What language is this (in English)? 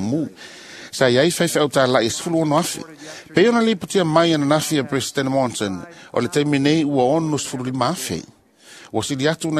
Samoan